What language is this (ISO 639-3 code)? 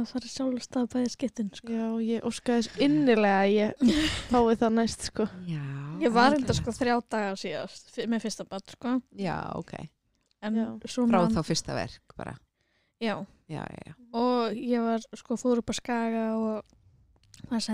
isl